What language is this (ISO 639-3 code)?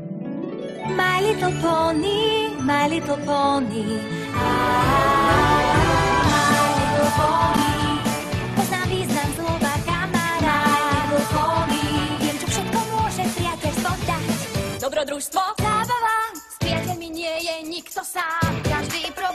slk